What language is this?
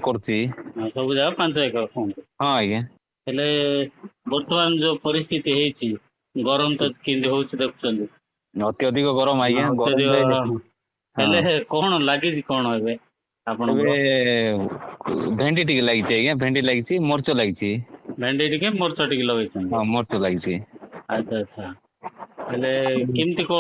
Odia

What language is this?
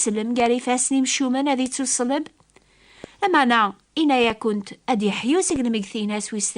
Kabyle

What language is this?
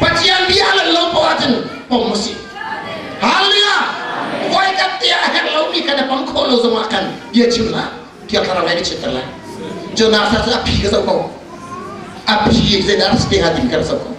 Hakha Chin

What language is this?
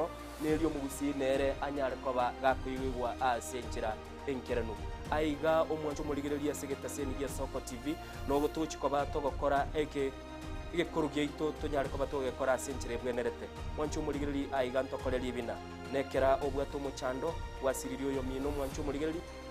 Gusii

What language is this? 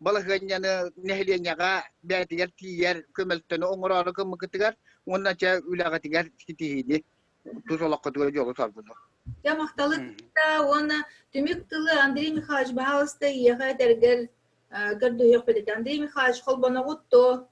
Yakut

